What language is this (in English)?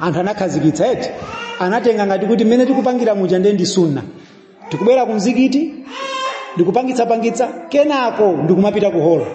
Nyanja